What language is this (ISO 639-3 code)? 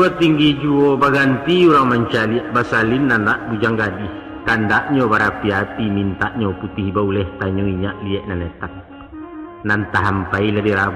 min